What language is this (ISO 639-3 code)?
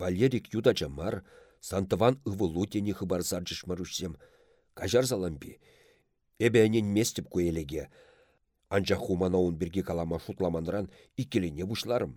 chv